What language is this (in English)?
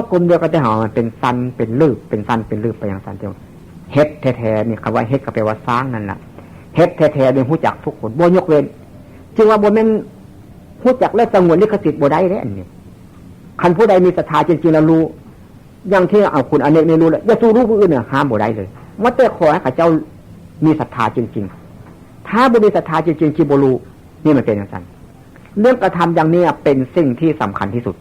Northeastern Thai